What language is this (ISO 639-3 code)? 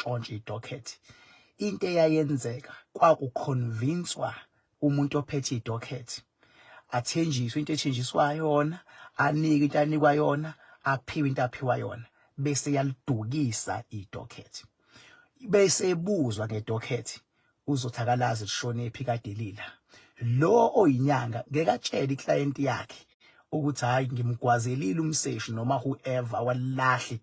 zul